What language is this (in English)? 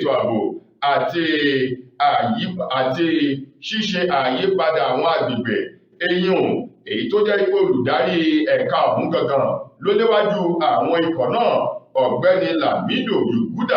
Yoruba